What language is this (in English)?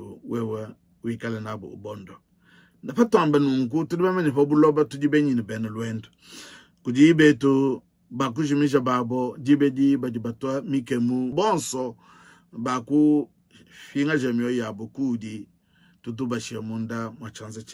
Luba-Lulua